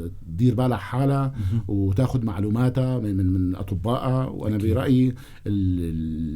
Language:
North Levantine Arabic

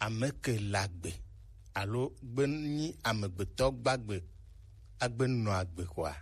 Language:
Gen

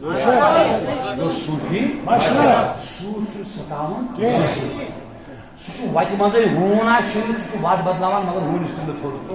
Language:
Kashmiri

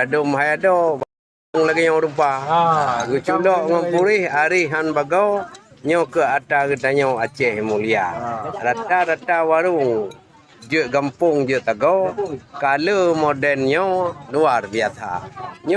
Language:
Achinese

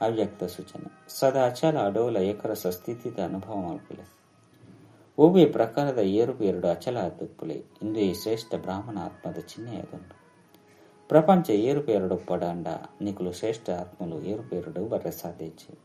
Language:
Tulu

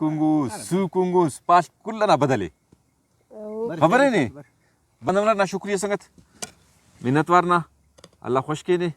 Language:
Brahui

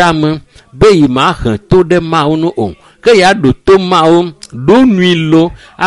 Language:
Ewe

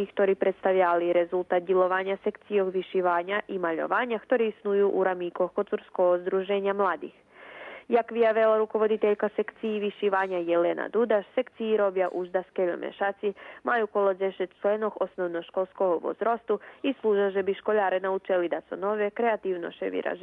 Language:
Rusyn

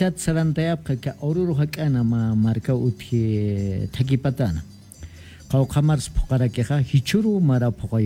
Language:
Aymara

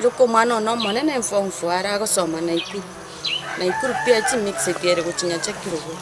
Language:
Gusii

